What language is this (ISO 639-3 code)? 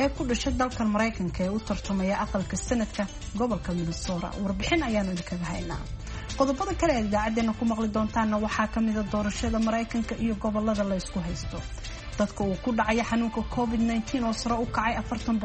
som